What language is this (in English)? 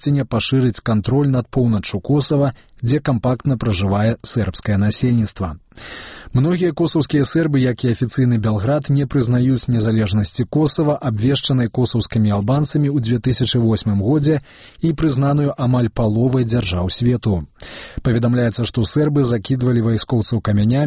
Belarusian